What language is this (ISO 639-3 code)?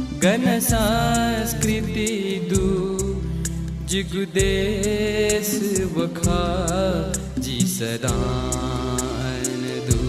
new